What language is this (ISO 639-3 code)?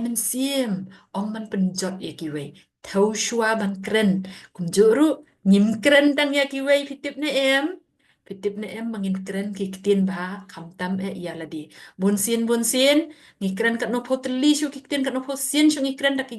kha